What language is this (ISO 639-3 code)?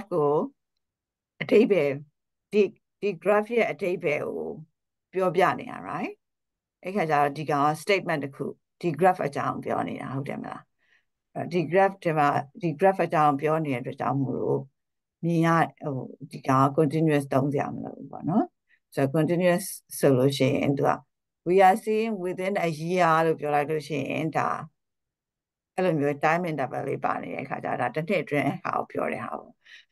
mya